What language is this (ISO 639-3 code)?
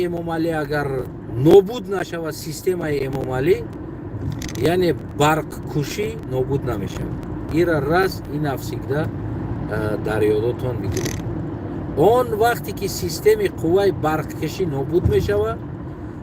tgk